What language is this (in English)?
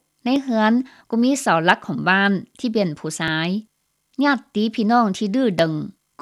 Lao